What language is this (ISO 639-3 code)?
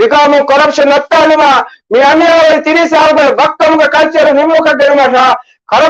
div